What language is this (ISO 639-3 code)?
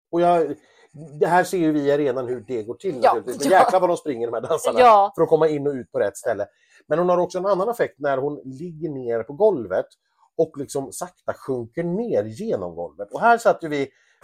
swe